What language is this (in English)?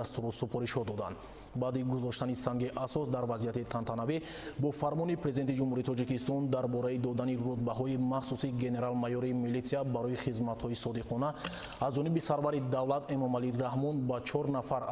Tajik